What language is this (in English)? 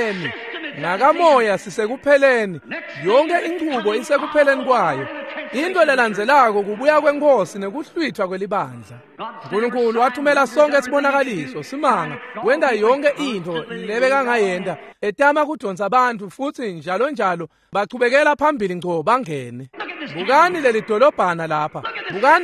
Swati